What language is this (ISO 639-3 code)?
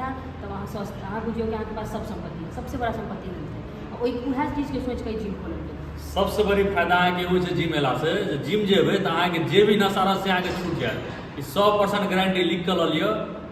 mai